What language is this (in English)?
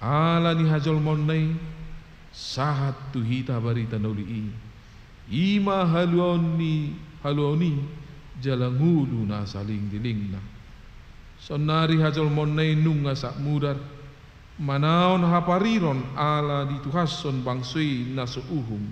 Batak Toba